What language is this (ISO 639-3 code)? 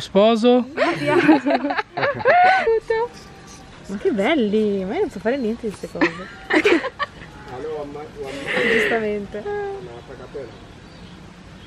ita